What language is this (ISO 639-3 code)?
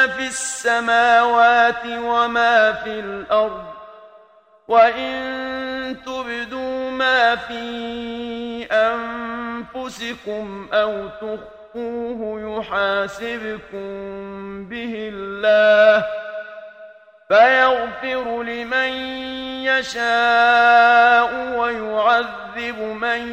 ara